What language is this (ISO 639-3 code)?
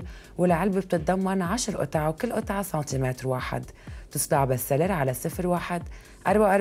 apc